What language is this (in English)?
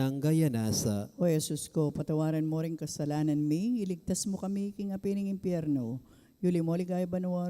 Pampanga